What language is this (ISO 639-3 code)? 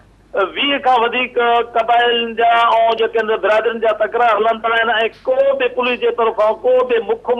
snd